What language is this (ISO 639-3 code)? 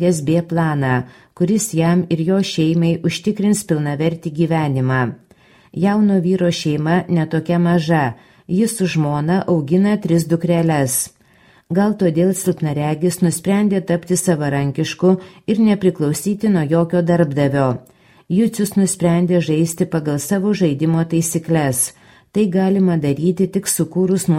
lit